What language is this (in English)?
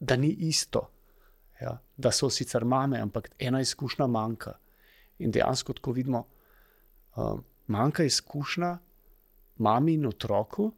Slovenian